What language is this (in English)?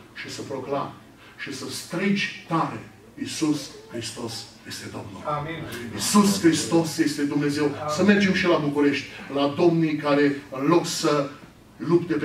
Romanian